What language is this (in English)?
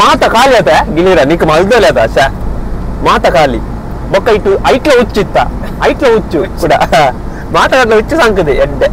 Tulu